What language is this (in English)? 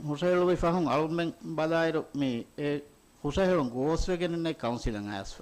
Divehi